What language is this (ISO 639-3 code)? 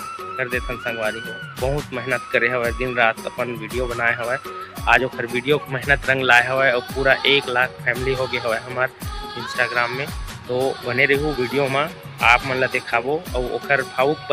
hne